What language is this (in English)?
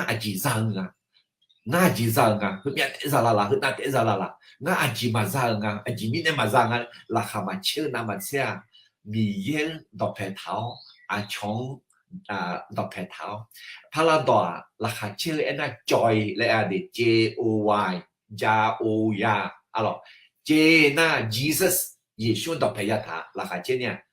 Akha